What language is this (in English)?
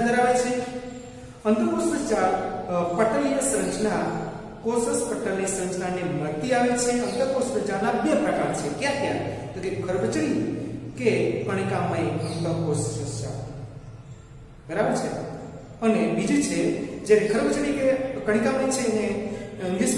Gujarati